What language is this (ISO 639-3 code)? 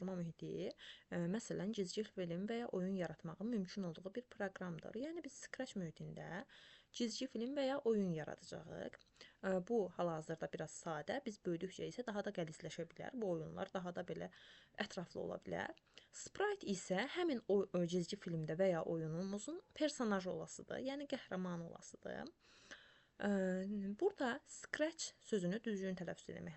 aze